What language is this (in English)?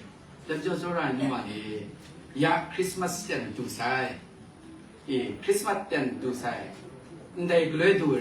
Kachin